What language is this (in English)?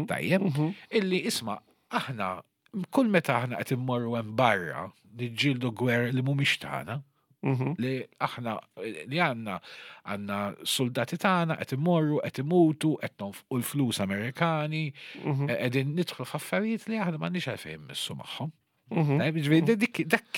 Maltese